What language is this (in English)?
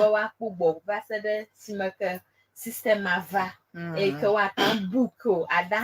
Ewe